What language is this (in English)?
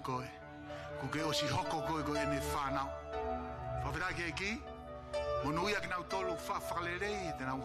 Tongan